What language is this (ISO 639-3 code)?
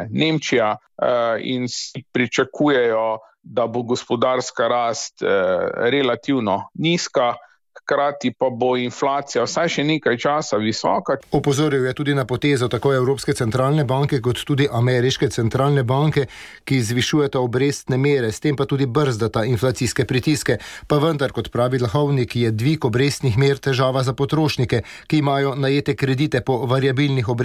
slv